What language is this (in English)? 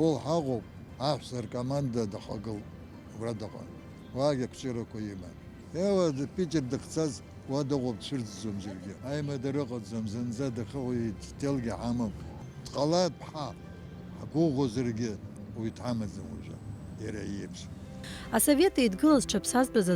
Abkhazian